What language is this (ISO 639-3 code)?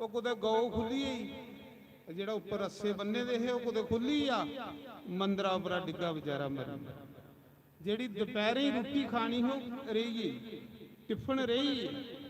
doi